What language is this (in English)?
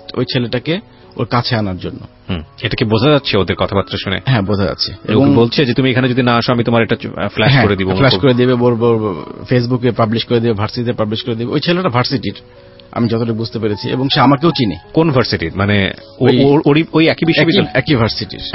Bangla